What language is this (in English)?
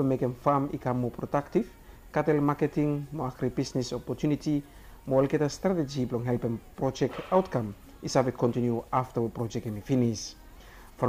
Bislama